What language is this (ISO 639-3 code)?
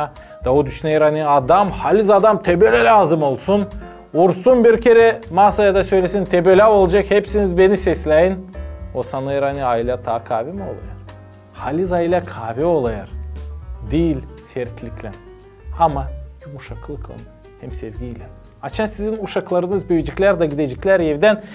gag